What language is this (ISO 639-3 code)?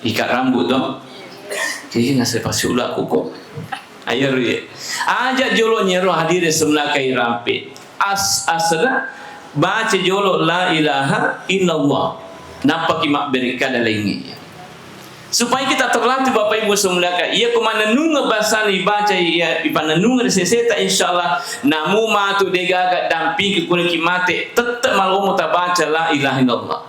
bug